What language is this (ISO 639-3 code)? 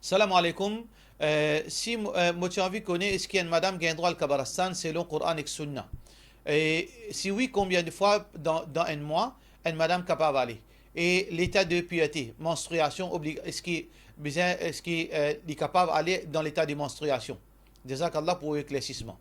mfe